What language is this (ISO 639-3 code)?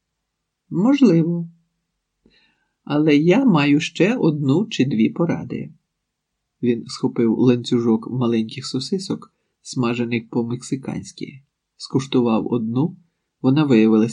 ukr